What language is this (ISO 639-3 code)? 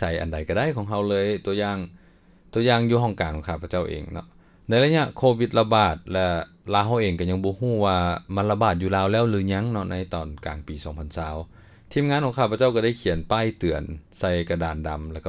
lao